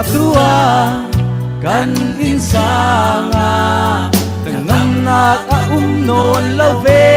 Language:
Falam Chin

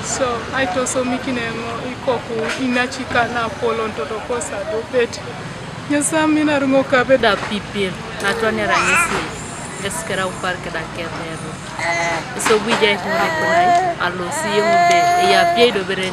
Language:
Teso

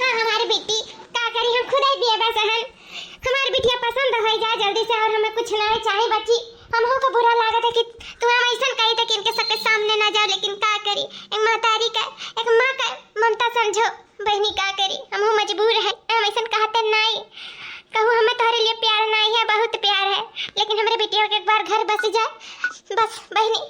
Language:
Awadhi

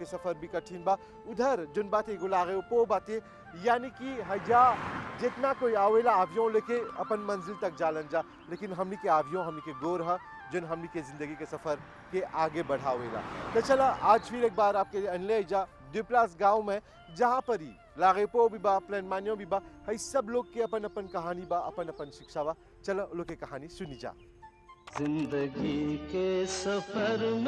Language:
Bhojpuri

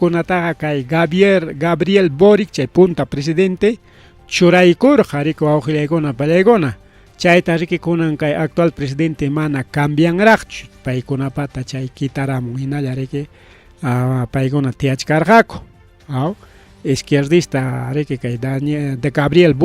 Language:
Ayacucho Quechua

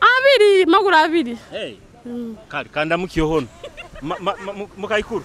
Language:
Nyoro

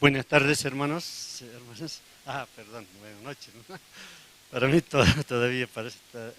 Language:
Aymara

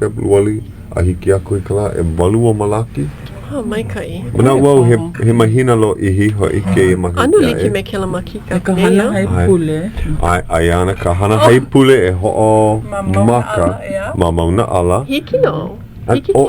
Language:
Hawaiian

